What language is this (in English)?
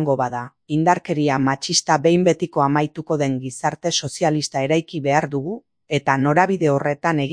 Basque